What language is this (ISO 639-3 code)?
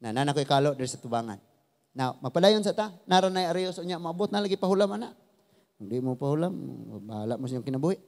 ceb